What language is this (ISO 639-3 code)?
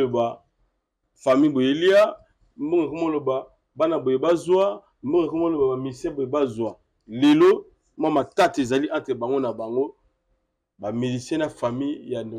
lin